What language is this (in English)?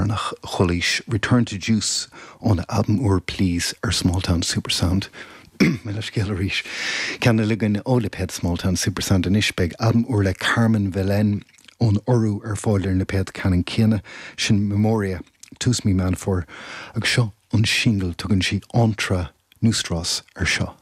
Irish